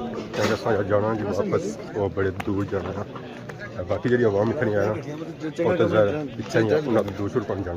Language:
Pahari-Potwari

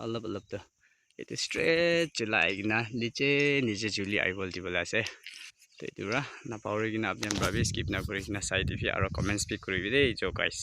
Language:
Naga Pidgin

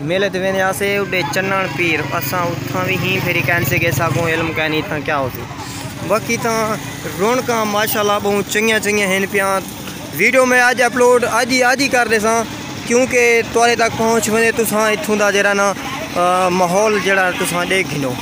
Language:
Saraiki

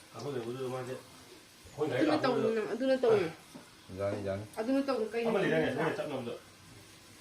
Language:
Manipuri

